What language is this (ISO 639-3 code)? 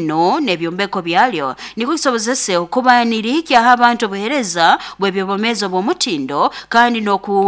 nyn